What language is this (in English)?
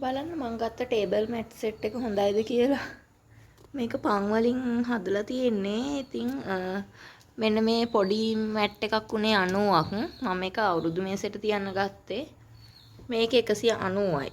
Sinhala